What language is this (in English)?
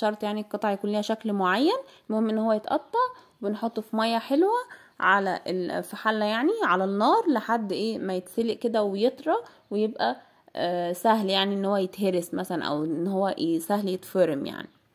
Egyptian Arabic